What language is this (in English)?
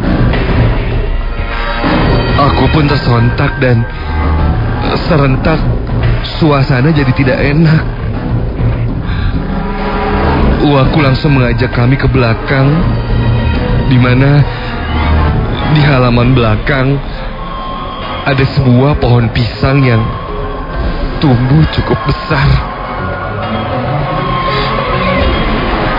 Indonesian